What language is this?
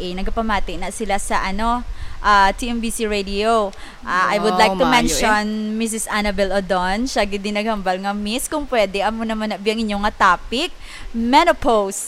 Hiligaynon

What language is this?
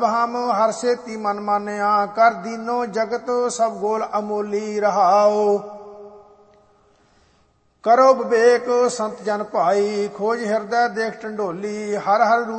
Punjabi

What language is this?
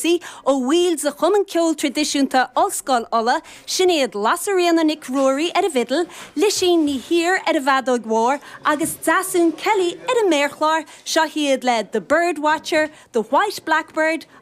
Irish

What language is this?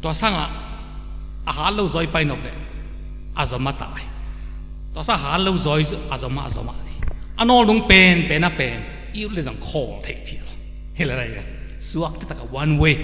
Tedim Chin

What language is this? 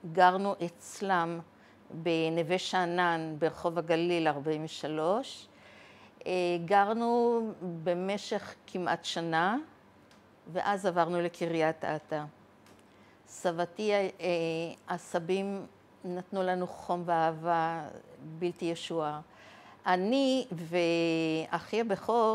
Hebrew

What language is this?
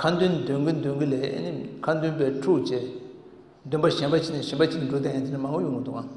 Tibetan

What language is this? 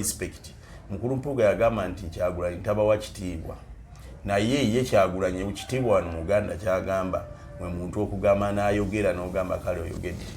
Ganda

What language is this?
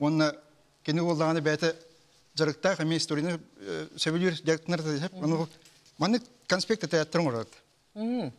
Yakut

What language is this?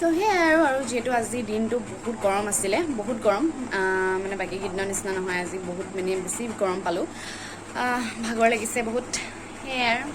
Assamese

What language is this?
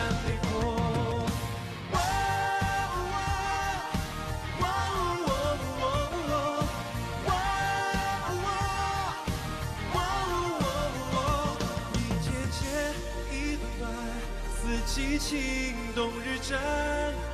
Chinese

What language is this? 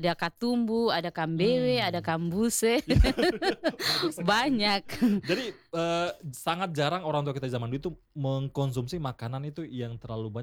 Indonesian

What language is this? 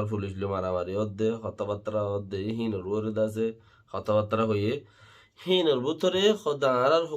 Rohingya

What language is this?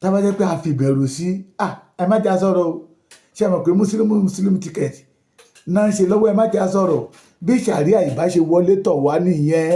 Yoruba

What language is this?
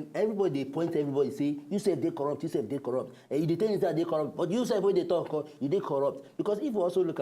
Nigerian Pidgin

